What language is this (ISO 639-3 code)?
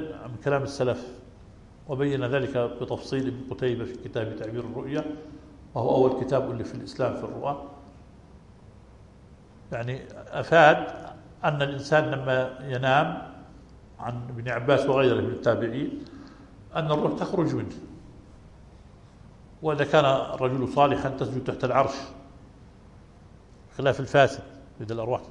ara